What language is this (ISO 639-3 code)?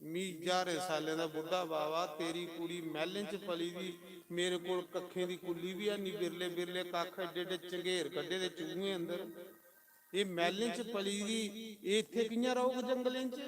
doi